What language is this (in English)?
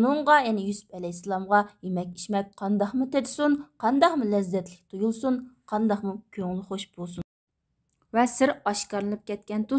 Uyghur